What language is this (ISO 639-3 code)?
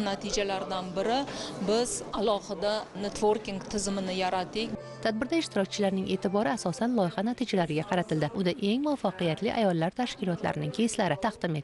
uzb